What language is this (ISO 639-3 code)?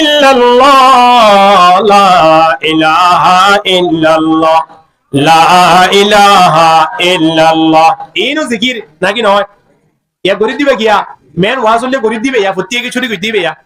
rhg